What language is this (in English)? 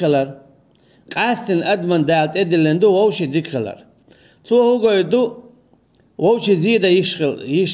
Chechen